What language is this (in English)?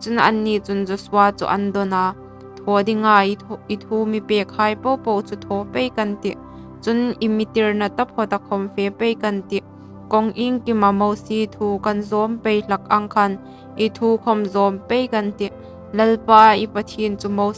Hmar